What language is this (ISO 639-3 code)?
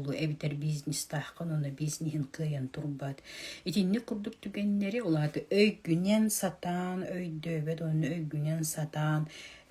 sah